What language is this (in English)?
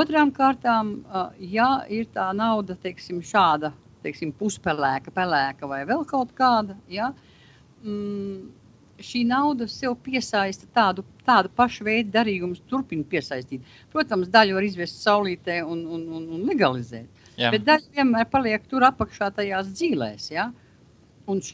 Latvian